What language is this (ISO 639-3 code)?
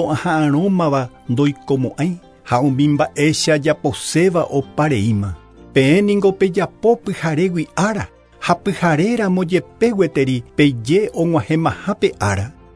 grn